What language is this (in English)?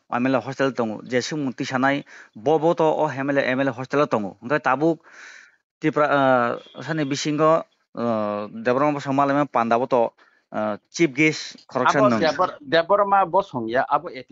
Kok Borok